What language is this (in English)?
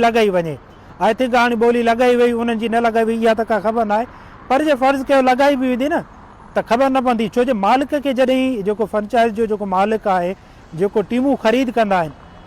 Sindhi